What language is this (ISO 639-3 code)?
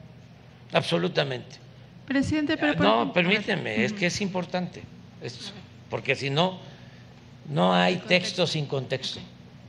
spa